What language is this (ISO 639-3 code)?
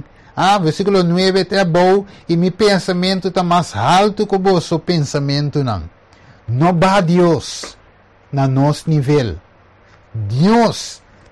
pap